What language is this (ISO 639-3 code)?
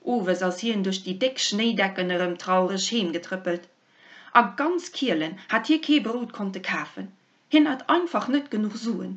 ltz